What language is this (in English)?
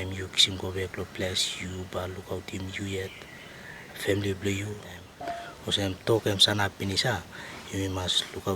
Tok Pisin